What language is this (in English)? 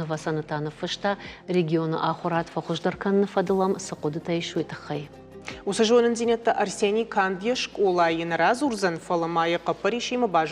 Ossetic